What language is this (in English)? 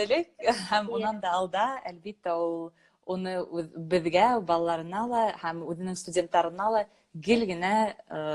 Bashkir